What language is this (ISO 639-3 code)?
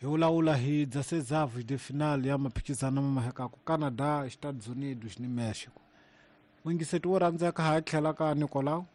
tso